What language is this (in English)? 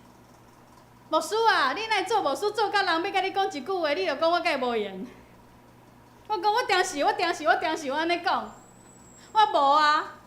Min Nan Chinese